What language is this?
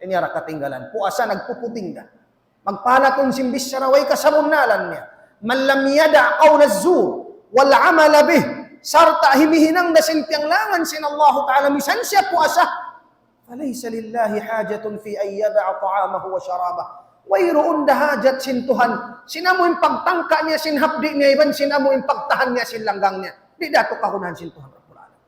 Tausug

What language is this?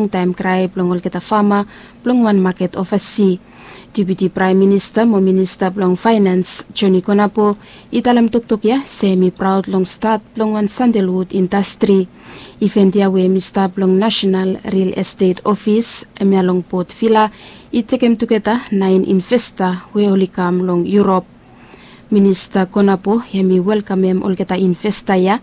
Bislama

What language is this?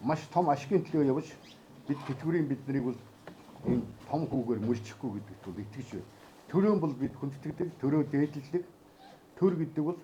Mongolian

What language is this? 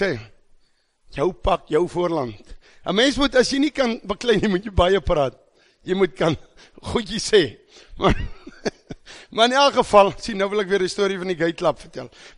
Afrikaans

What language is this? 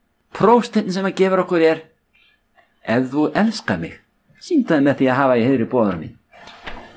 Icelandic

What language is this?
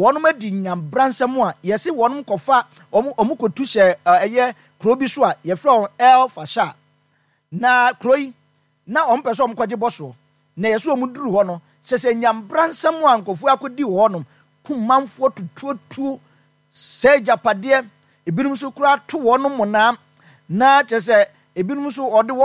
Akan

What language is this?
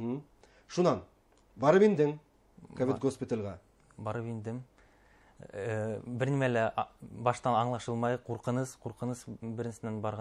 Bashkir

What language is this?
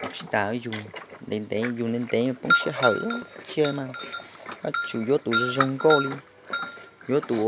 Hmong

